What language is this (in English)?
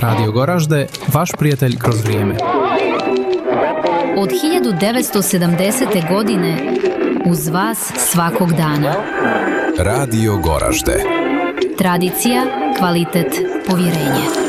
Bosnian